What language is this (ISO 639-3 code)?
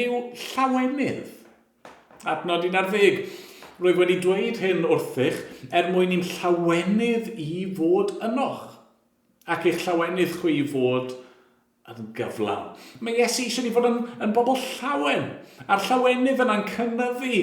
cym